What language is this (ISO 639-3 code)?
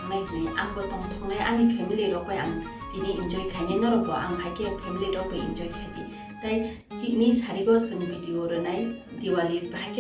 trp